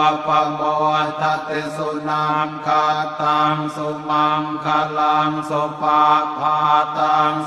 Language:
Pali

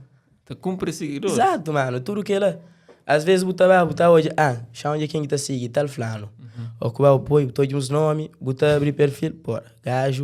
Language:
Kabuverdianu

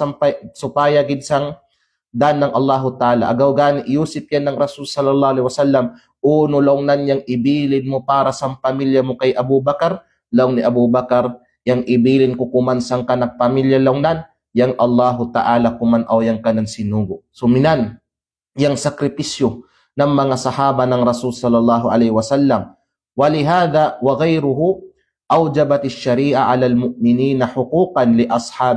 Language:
Kalagan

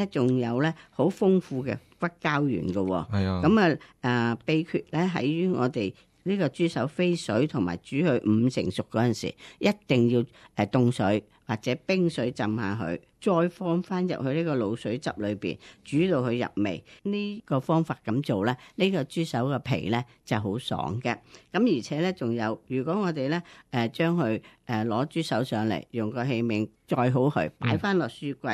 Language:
Cantonese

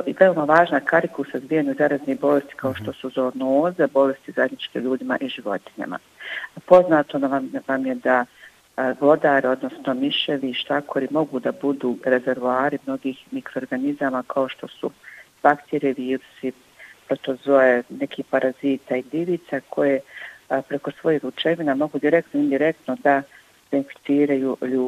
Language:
Bosnian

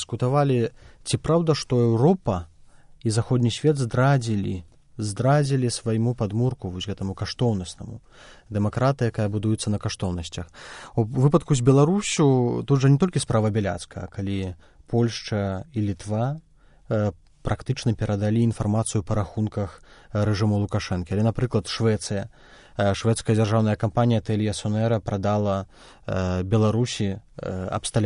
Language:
Belarusian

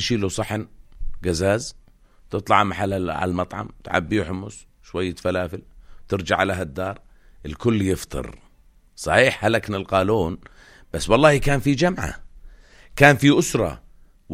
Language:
North Levantine Arabic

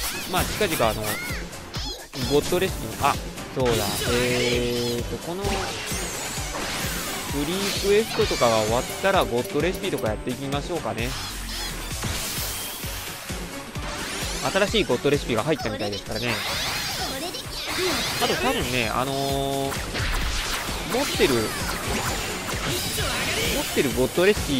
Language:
Japanese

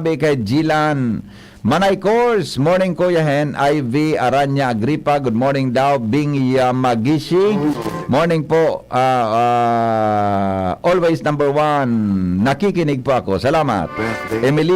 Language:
Bikol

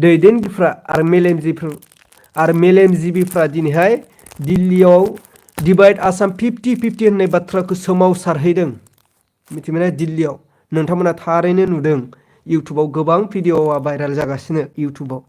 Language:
Bodo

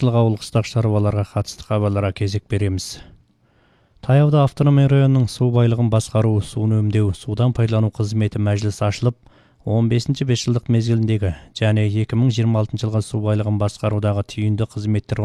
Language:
Kazakh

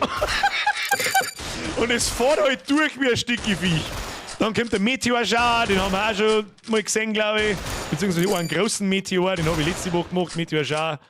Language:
Bavarian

